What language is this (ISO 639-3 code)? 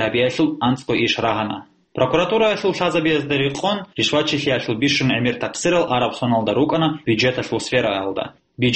ava